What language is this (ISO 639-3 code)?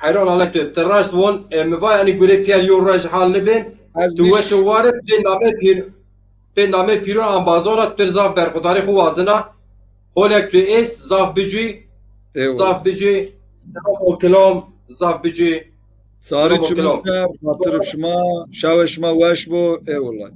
zza